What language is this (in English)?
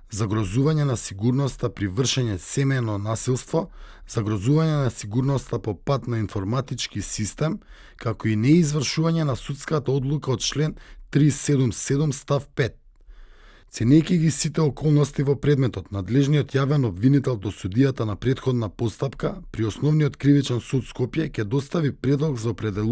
Macedonian